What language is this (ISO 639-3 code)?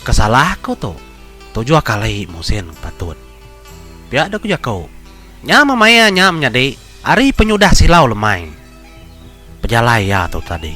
iba